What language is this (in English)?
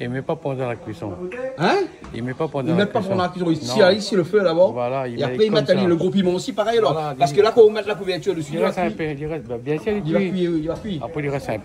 Réunion Creole French